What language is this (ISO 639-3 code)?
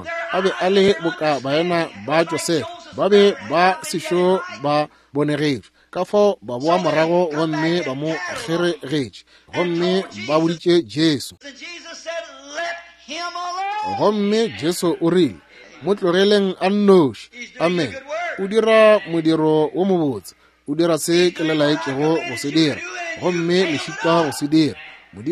nso